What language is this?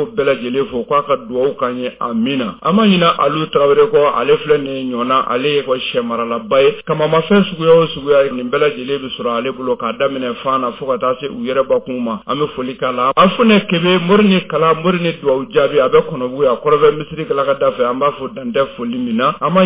Bambara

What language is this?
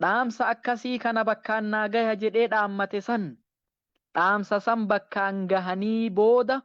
Oromo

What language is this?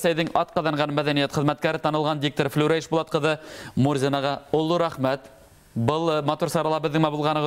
Bashkir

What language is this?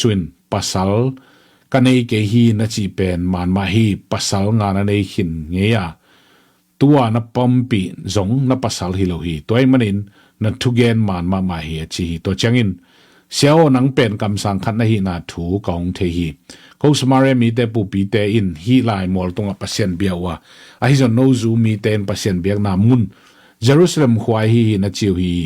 Tedim Chin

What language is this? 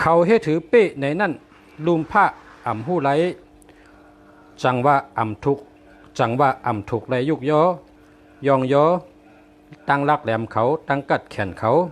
Shan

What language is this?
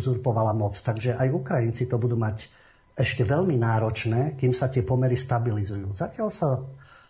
Slovak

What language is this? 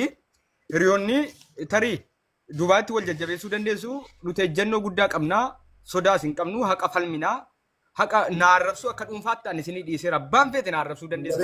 Oromo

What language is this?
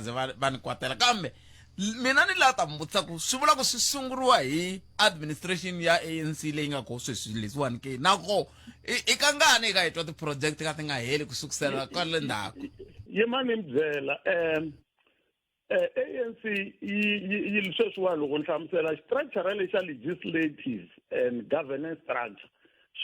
Tsonga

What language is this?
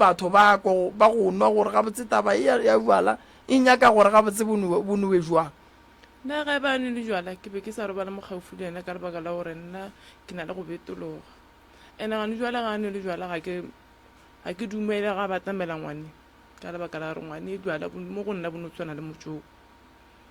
Northern Sotho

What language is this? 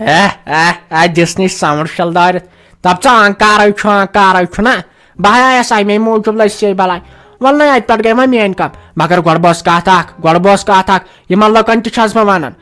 Kashmiri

